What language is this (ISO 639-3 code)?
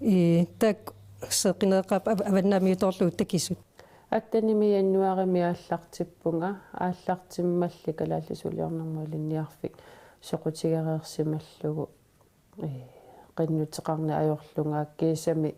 kal